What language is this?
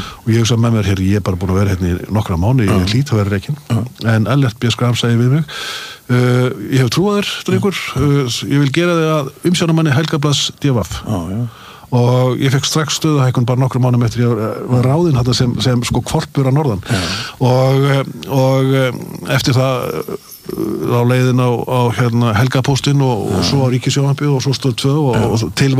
Icelandic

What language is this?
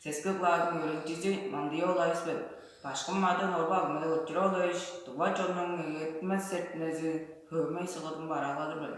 Tuvinian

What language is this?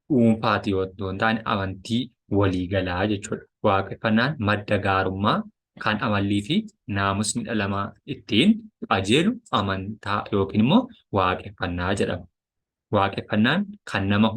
Oromo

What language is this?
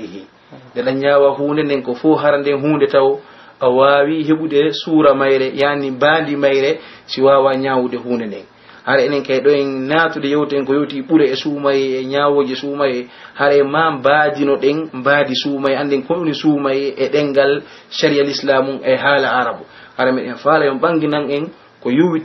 Pular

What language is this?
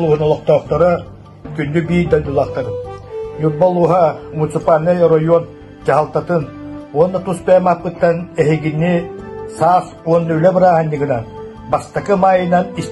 Yakut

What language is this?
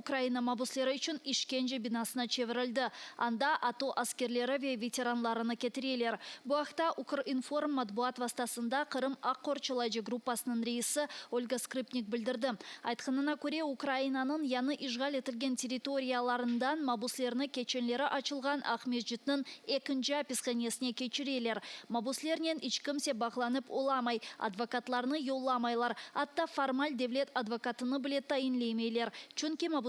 Crimean Tatar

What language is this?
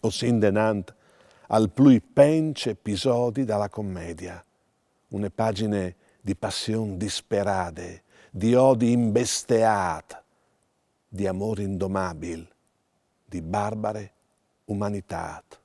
Friulian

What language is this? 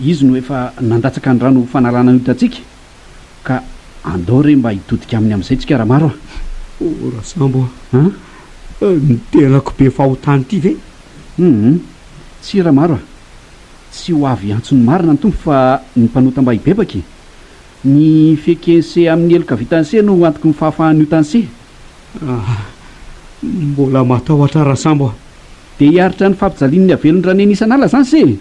Malagasy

